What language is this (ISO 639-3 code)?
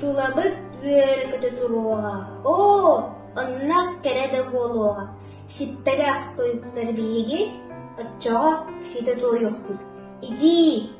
sah